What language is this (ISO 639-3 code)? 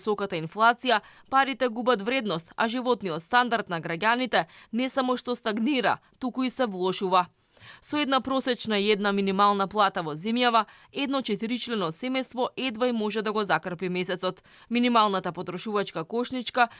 mkd